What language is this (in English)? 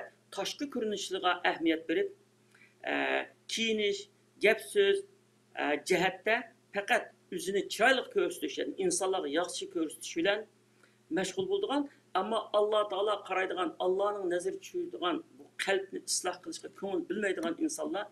Uyghur